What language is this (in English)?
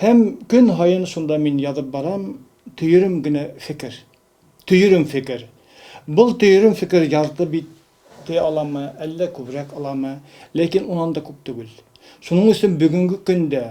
Bashkir